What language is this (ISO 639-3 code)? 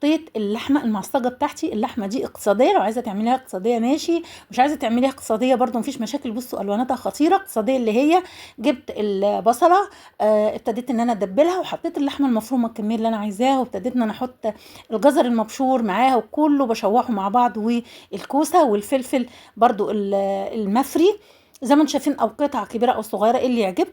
arz